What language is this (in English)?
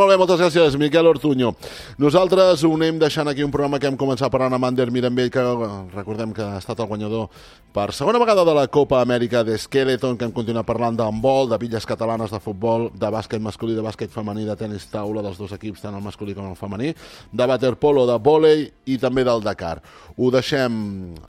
Catalan